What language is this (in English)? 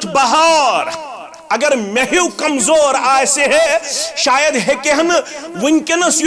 Kashmiri